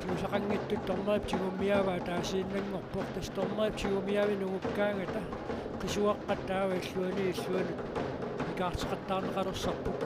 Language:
Kalaallisut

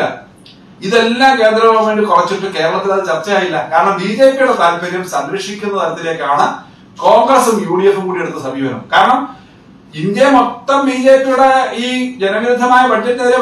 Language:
Malayalam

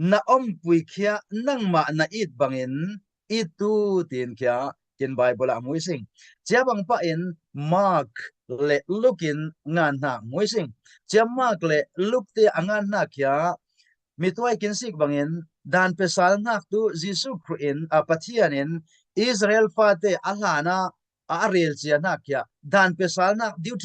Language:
Falam Chin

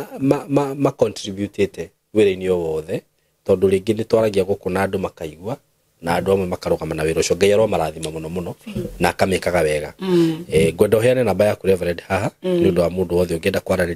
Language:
Kikuyu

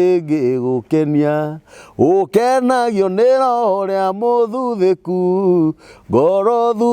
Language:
Kikuyu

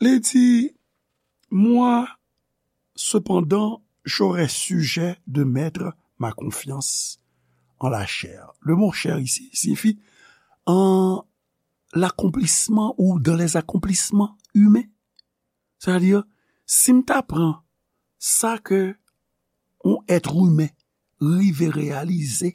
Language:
Haitian Creole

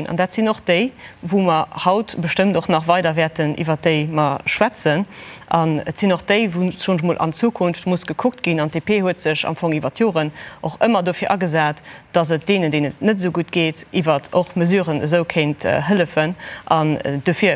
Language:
Luxembourgish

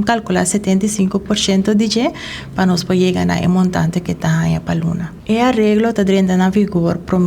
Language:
Papiamento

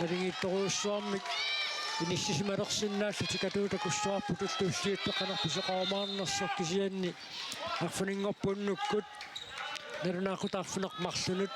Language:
Kalaallisut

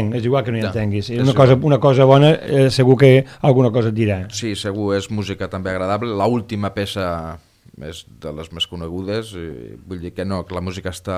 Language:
Catalan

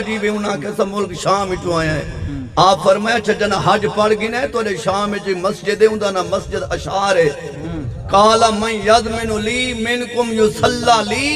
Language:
Saraiki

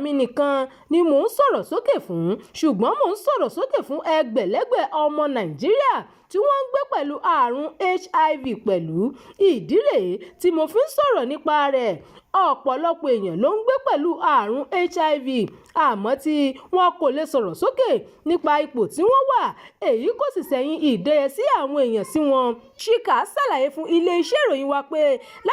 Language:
Yoruba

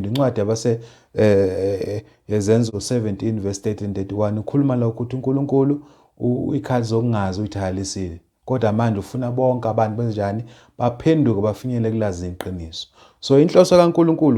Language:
Zulu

